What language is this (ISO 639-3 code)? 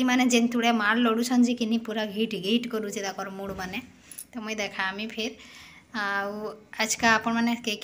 ori